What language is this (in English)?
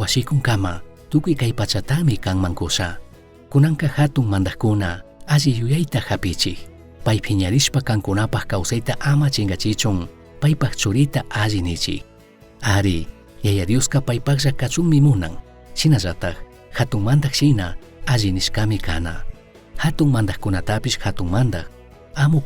Chimborazo Highland Quichua